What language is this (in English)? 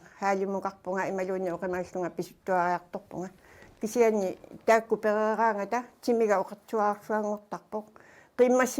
Kalaallisut